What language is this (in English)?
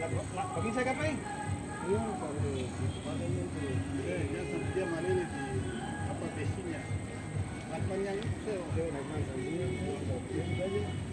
Ambonese Malay